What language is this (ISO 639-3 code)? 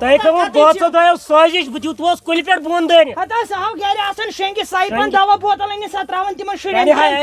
kas